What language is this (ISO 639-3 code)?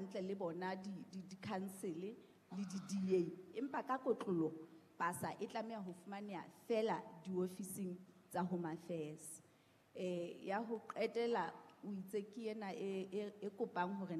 sot